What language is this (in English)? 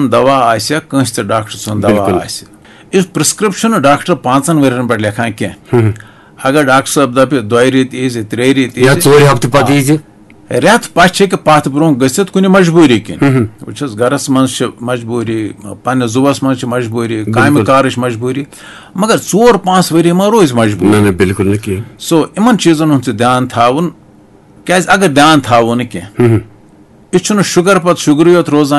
Kashmiri